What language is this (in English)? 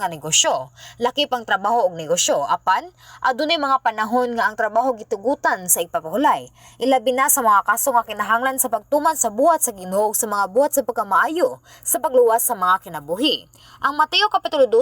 Cebuano